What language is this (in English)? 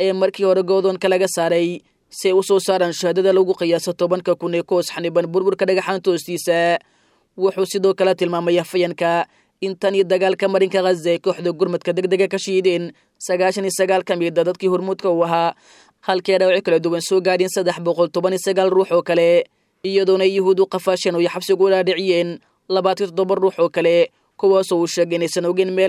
Somali